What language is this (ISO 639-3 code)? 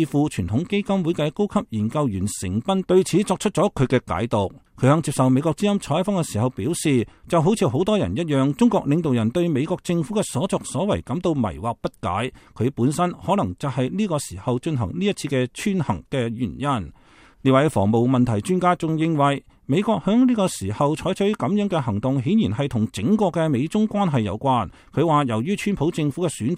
yue